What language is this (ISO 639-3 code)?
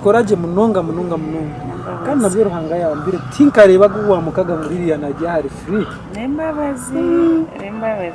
nyn